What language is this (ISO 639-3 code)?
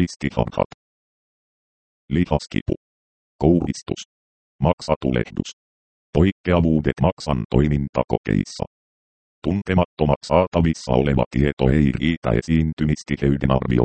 fin